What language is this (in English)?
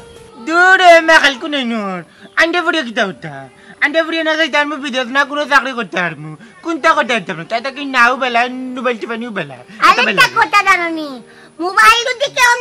Sylheti